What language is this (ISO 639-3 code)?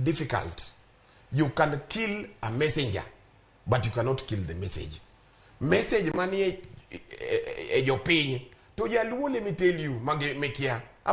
luo